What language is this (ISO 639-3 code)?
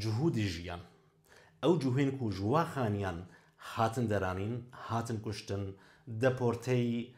kur